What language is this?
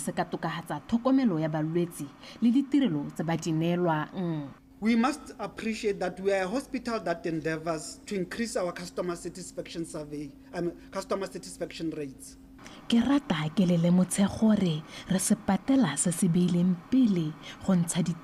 Tswana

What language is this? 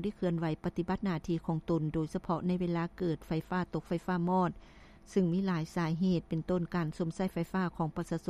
Lao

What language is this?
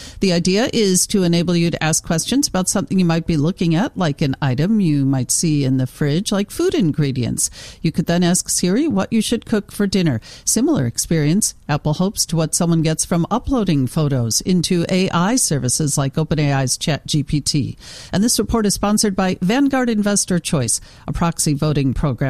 English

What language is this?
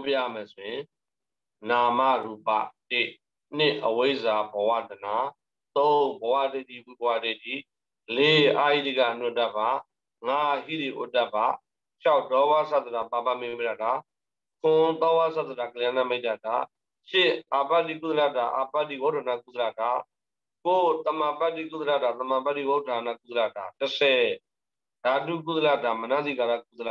Burmese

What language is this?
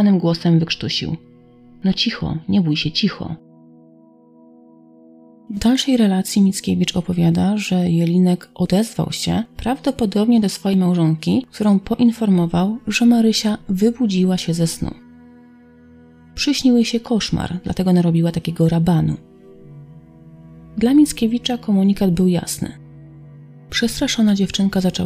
Polish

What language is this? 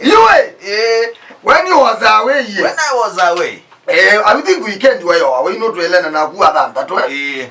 Kamba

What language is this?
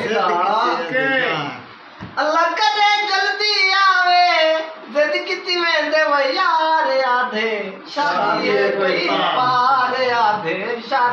Saraiki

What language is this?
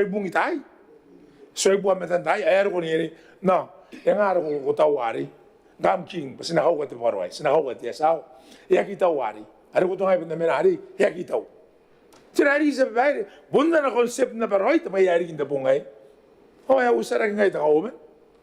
Gilbertese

